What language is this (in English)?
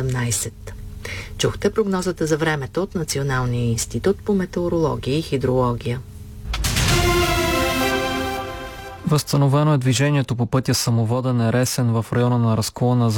Bulgarian